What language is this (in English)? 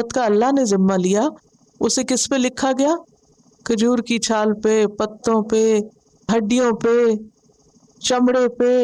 Urdu